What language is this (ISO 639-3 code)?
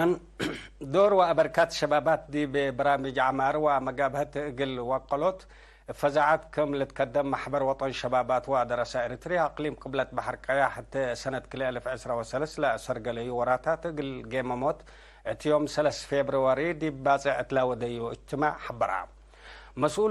tig